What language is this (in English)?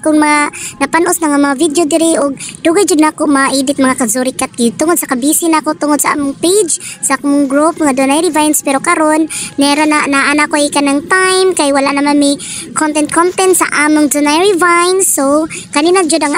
Cebuano